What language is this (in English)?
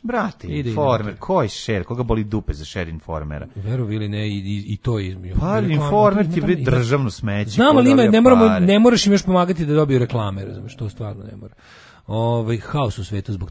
Serbian